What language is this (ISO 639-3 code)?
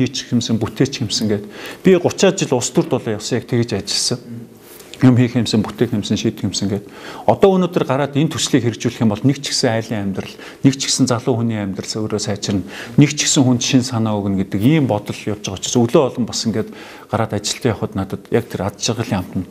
mon